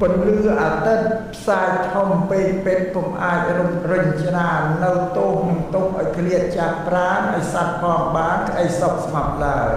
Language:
Khmer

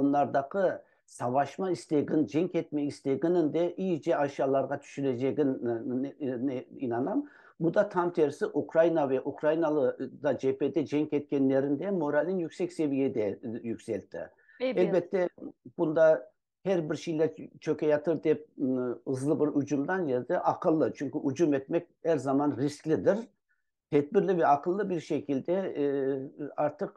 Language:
Crimean Tatar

